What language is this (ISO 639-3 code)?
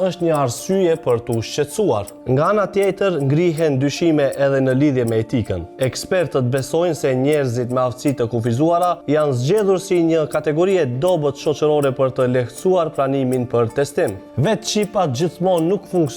sqi